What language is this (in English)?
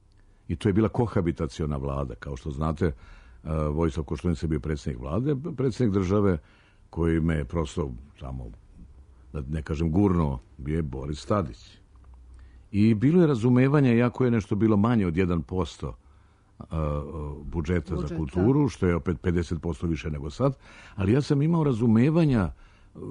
Serbian